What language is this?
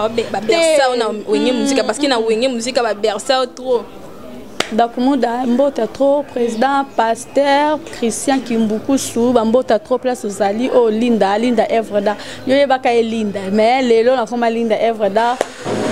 Lingala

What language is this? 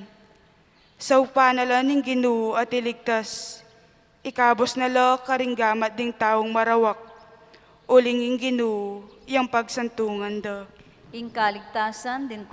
Pampanga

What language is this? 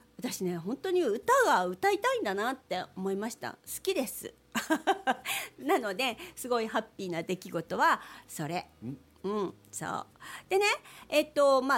Japanese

